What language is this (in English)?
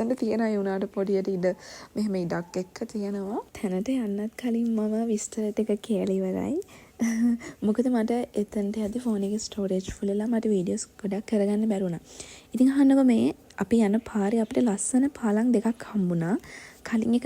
Sinhala